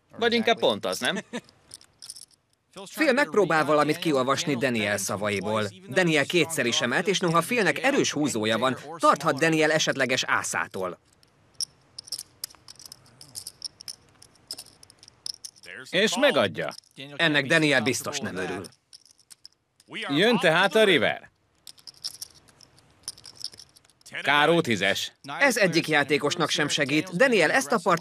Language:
Hungarian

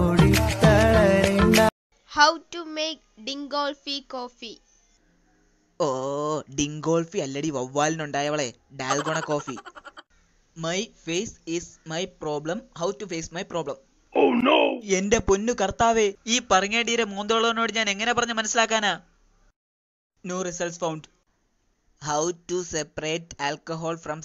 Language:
Malayalam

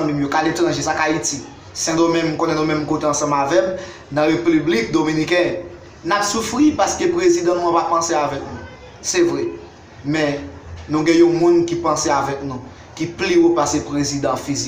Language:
Haitian Creole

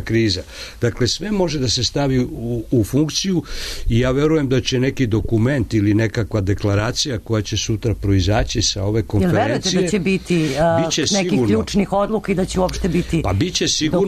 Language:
Serbian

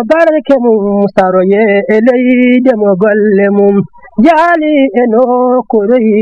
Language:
Fula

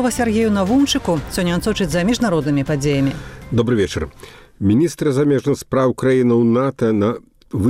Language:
Belarusian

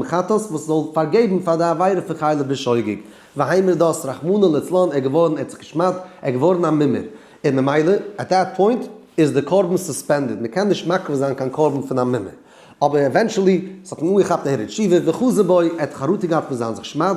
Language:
Yiddish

